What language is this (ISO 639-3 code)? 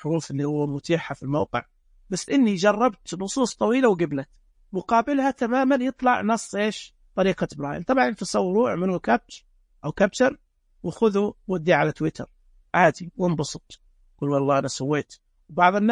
ars